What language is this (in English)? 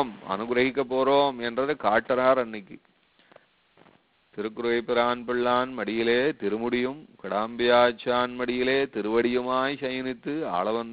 Tamil